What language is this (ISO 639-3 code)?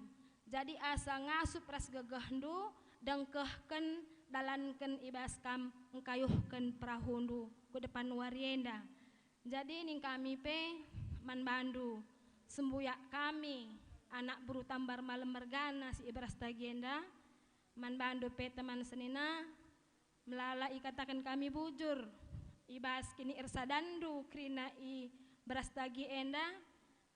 btx